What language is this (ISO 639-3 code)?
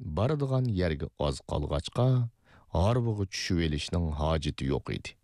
uig